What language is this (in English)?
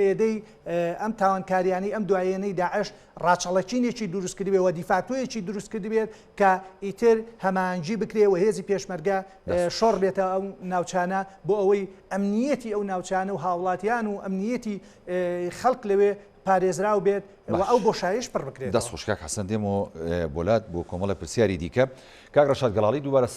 Central Kurdish